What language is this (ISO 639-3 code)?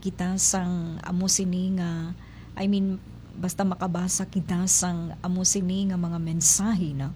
hil